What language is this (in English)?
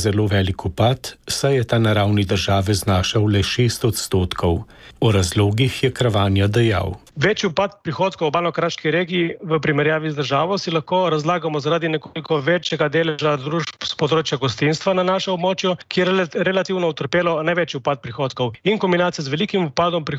Slovenian